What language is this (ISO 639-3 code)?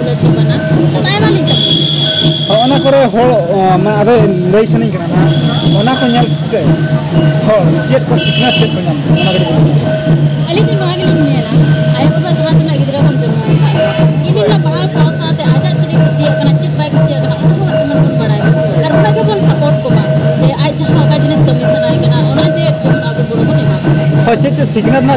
sat